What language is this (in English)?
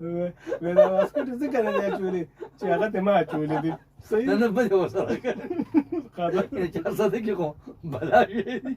Pashto